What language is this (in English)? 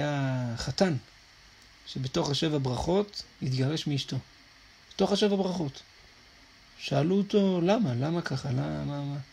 Hebrew